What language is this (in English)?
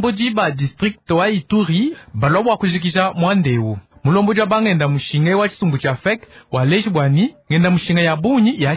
Luba-Lulua